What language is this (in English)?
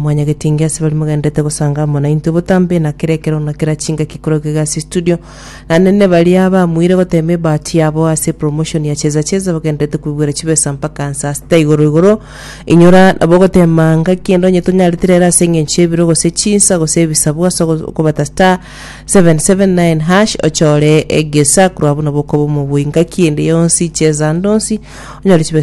Gusii